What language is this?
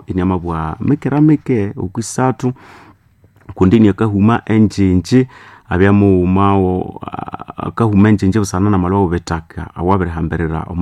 Nande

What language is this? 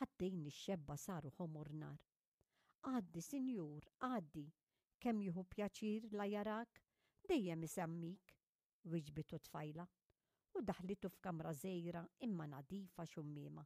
Maltese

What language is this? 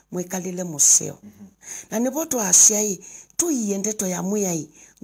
Kamba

